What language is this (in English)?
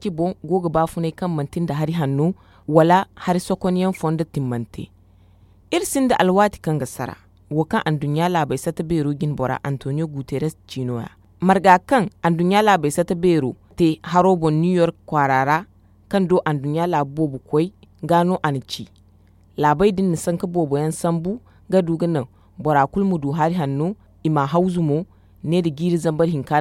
Zarma